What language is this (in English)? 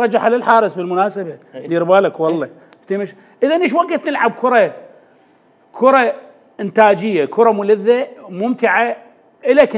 Mesopotamian Arabic